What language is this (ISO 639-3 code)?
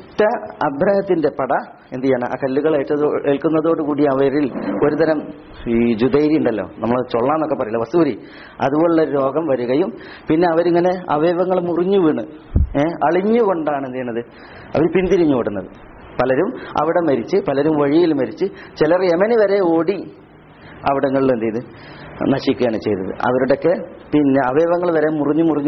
mal